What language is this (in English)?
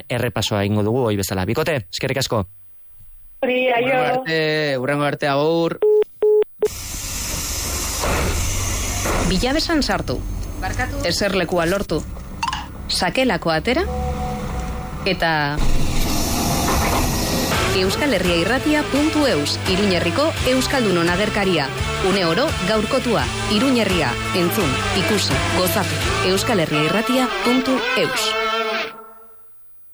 Basque